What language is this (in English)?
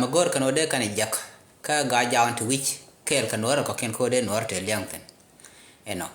Nuer